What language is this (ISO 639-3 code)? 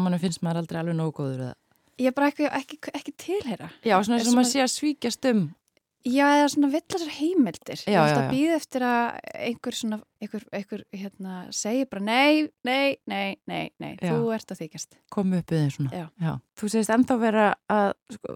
isl